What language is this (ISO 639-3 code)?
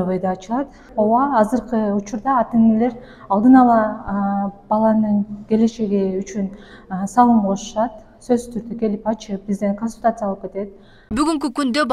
kir